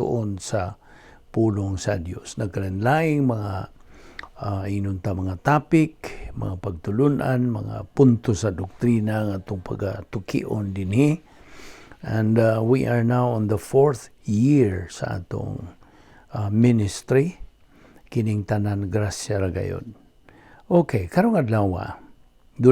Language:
Cebuano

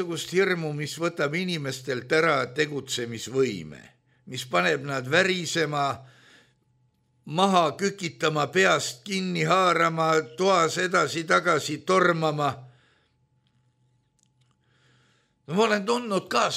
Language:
Estonian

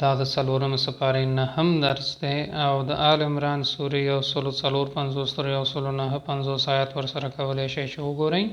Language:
Pashto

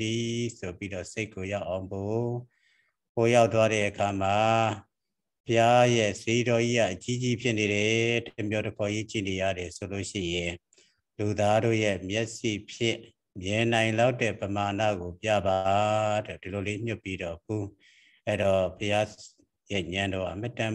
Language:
Burmese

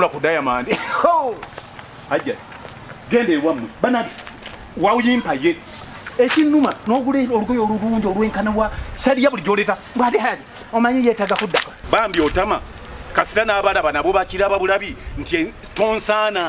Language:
Ganda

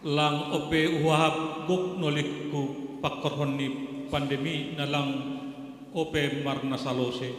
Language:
Batak Simalungun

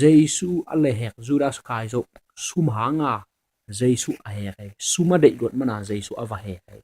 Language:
Tedim Chin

